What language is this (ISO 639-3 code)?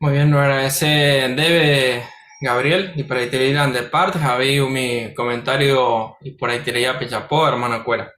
grn